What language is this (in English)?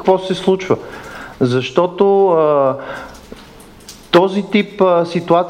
Bulgarian